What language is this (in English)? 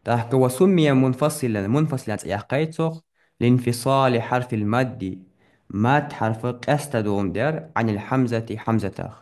Ingush